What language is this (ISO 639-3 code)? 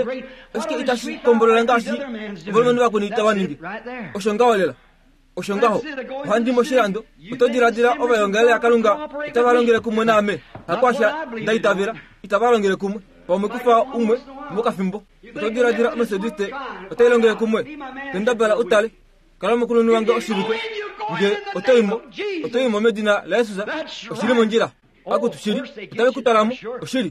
kua